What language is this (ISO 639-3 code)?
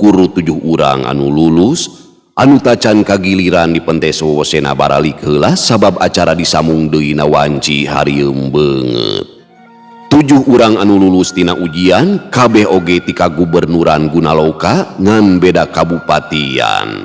sun